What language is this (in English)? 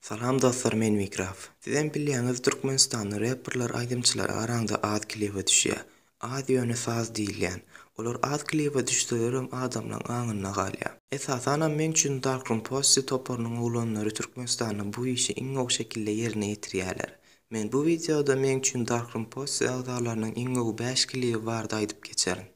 Turkmen